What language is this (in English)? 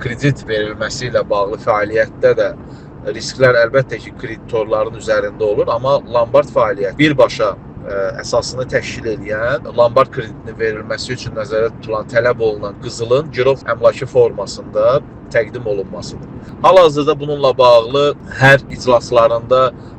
Azerbaijani